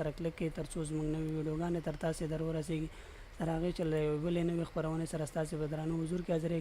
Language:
Pashto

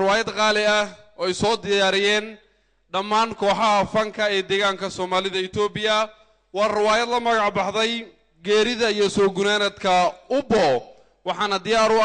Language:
Somali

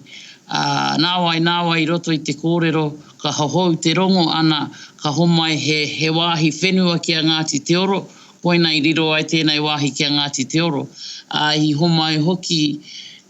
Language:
Māori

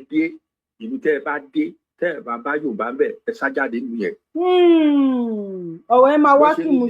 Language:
Yoruba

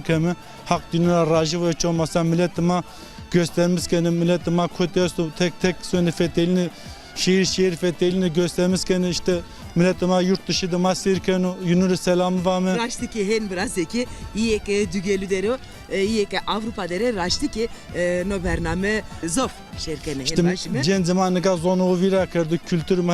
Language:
Zaza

